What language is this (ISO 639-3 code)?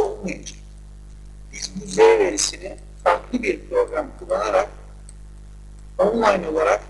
tur